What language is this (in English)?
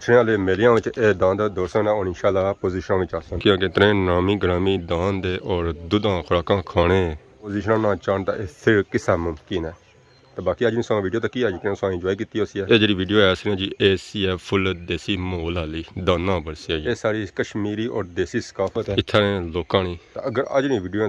Pahari-Potwari